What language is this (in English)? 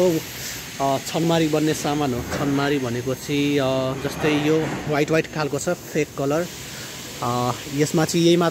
Nepali